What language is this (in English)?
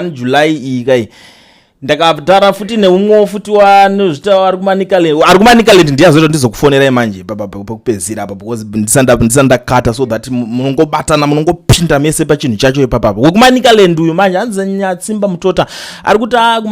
Shona